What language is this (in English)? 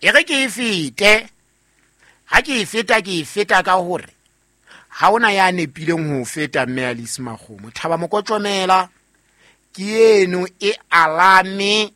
Southern Sotho